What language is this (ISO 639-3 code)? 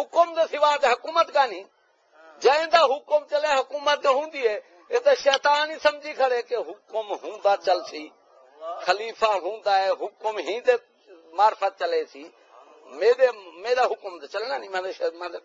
skr